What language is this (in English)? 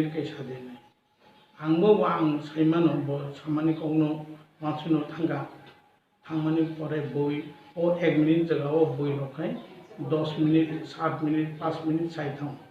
Kok Borok